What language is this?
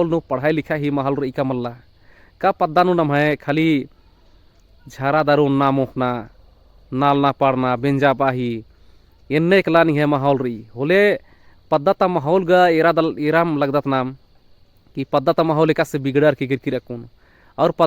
Kurukh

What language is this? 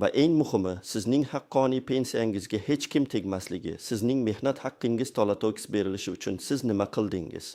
Uzbek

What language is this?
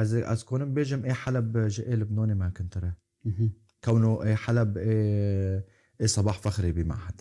Kurdish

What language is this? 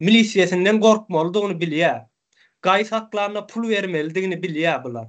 Turkmen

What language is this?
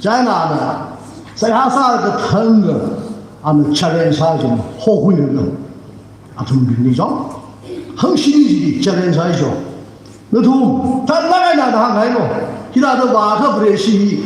Tangkhul Naga (India)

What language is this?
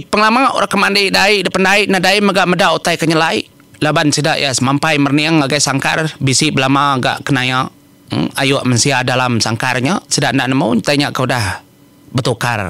Iban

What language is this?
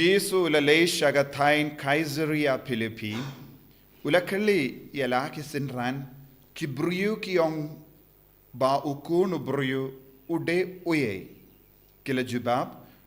Khasi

